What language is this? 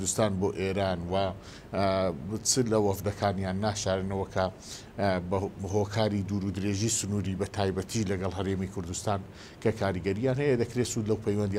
Central Kurdish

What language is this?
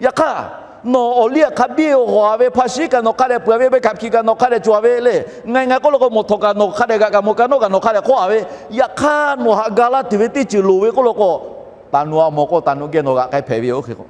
Lahu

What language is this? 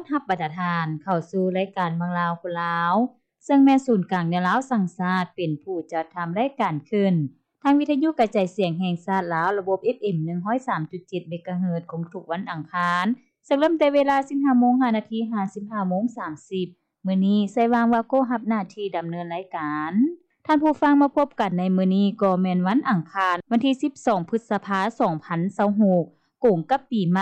Lao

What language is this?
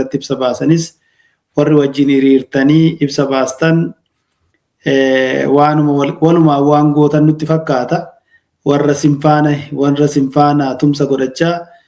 Oromo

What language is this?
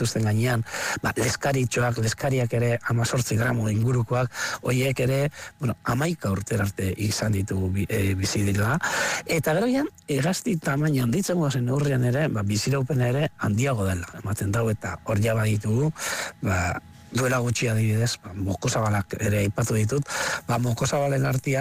Basque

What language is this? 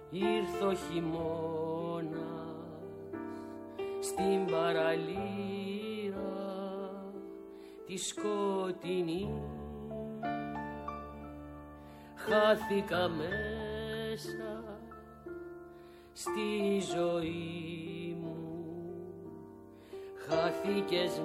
Greek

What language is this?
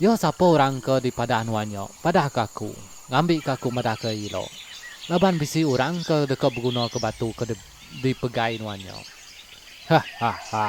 Iban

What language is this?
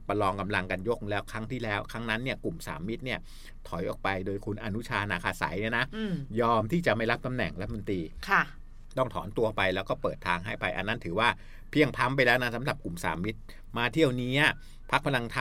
Thai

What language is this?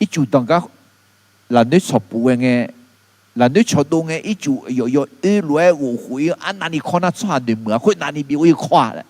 Akha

